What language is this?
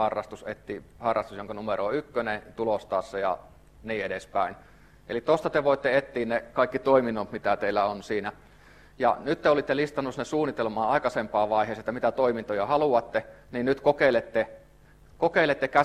Finnish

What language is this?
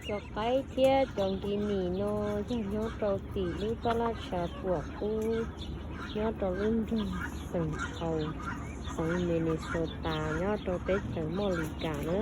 Hmong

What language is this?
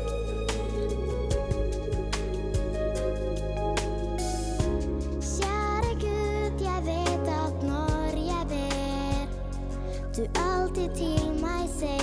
Norwegian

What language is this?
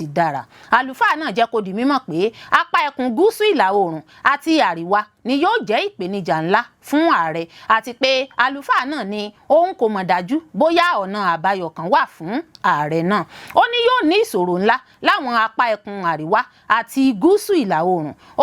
Yoruba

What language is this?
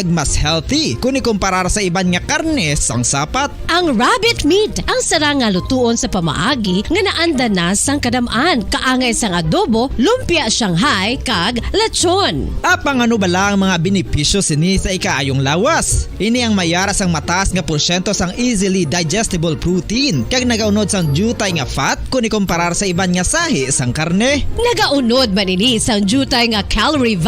Hiligaynon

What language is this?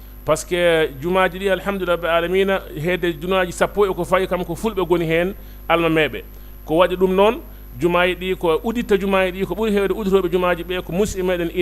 Fula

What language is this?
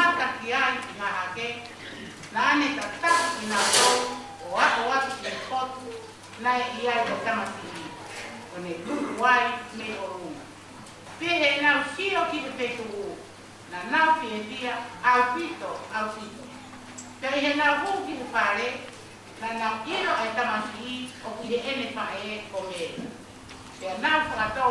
Tongan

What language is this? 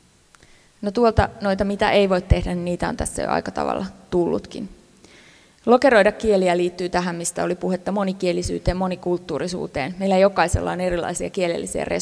Finnish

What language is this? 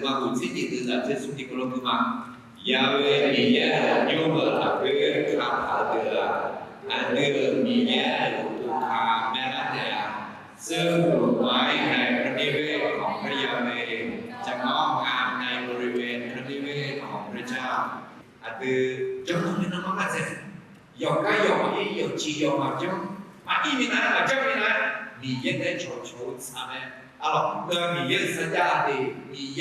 Akha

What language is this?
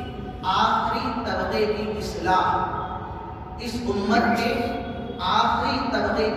Urdu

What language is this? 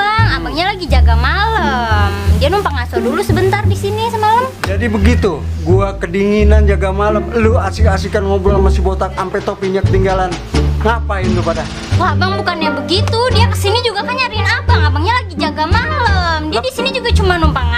Betawi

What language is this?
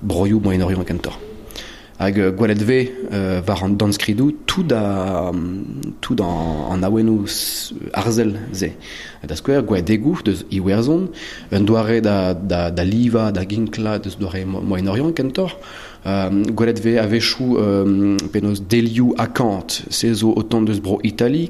Breton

